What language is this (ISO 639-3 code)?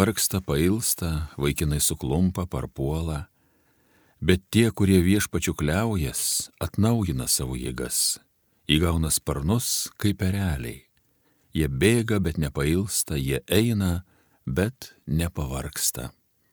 lit